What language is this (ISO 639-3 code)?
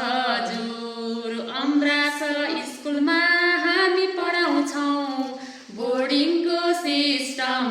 nep